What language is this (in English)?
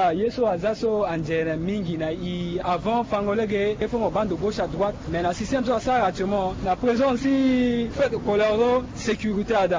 Sango